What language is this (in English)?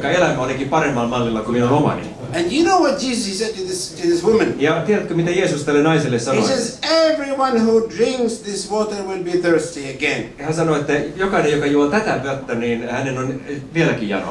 Finnish